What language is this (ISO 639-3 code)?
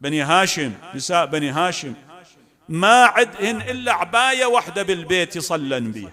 acm